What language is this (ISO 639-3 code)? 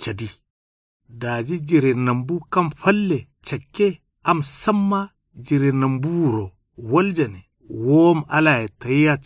kau